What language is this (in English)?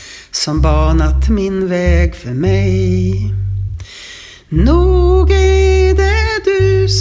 Swedish